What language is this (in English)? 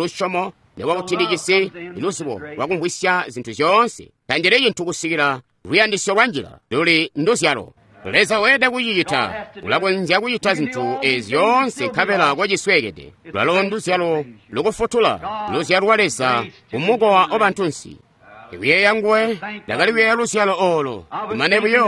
Tonga (Zambia)